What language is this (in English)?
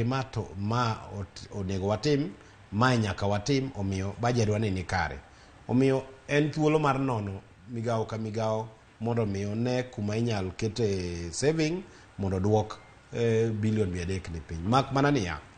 Luo (Kenya and Tanzania)